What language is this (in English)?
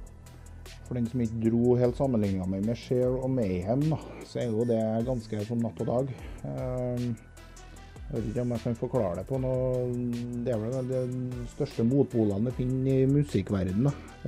Norwegian